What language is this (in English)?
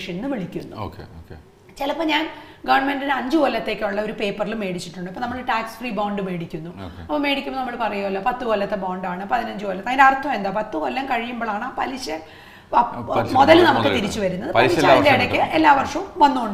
Malayalam